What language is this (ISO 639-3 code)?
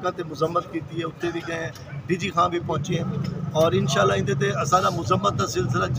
skr